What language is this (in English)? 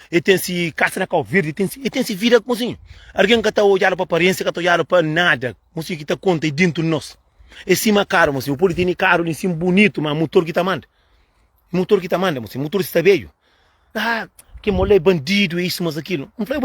Kabuverdianu